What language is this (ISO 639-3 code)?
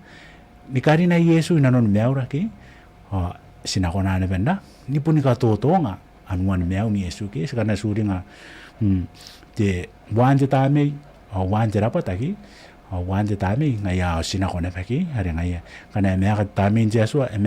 gil